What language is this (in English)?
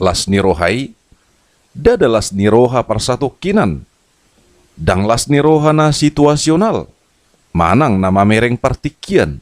Batak Toba